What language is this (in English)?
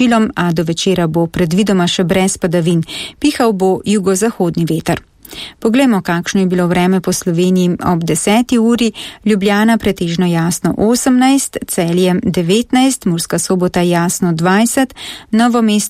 Slovenian